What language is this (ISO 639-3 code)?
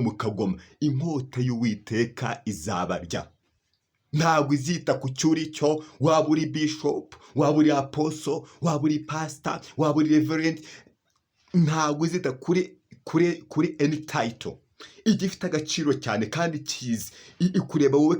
kin